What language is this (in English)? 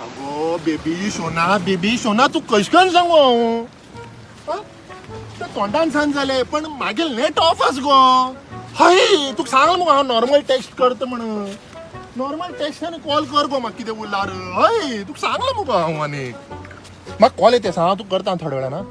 Konkani